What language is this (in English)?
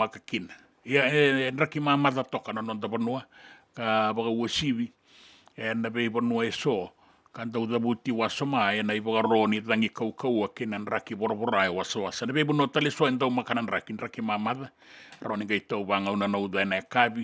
Fijian